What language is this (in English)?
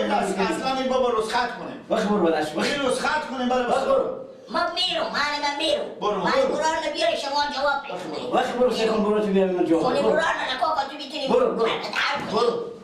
Persian